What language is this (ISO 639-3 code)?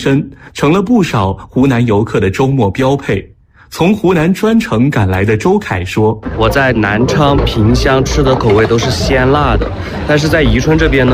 zho